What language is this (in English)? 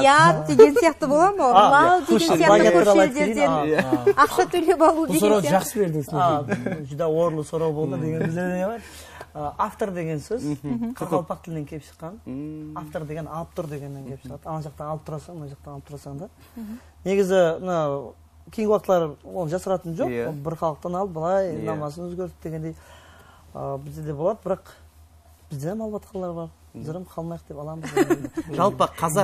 Kara-Kalpak